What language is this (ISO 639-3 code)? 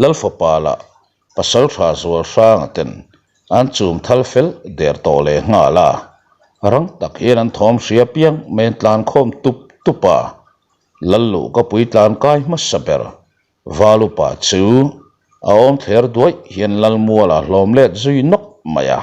lus